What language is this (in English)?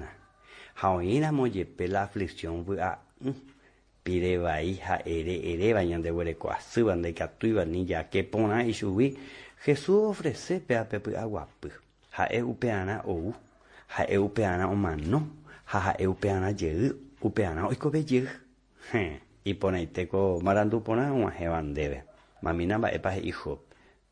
Guarani